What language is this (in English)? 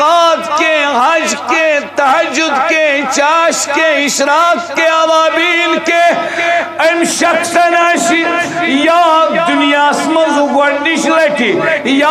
Kashmiri